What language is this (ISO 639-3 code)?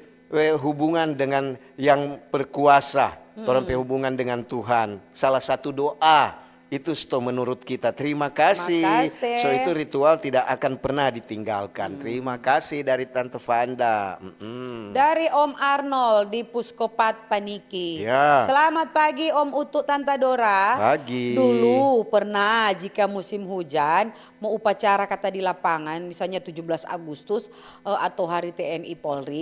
xmm